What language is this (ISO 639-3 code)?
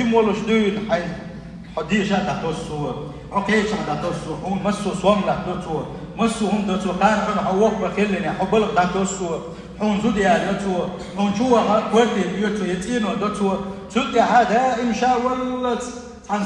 che